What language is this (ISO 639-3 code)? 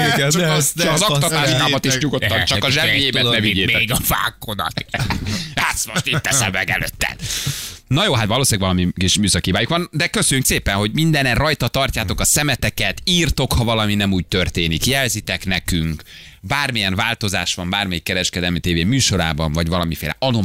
hun